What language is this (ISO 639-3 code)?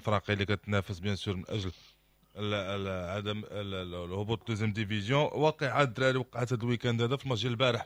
ary